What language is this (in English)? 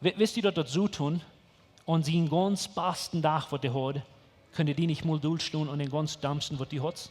Plautdietsch